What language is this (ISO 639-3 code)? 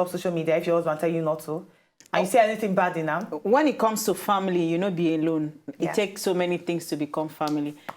pcm